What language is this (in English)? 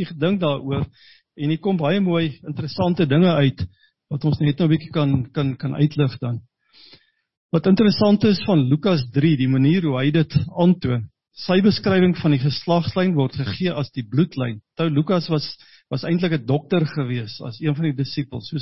Afrikaans